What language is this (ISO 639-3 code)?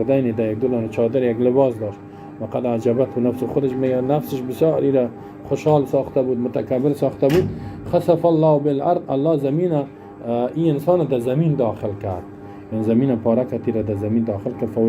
fas